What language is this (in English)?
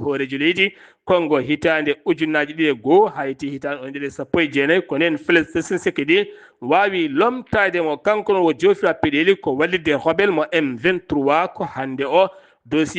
Fula